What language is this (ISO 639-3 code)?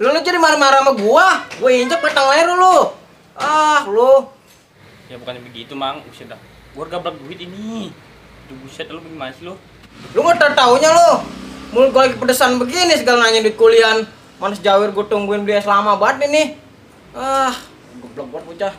bew